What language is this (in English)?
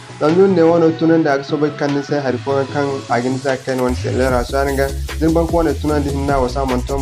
Zarma